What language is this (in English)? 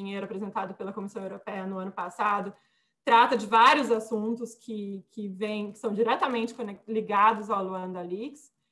Portuguese